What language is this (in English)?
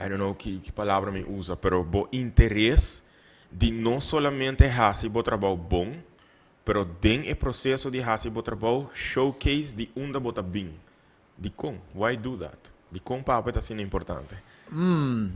Papiamento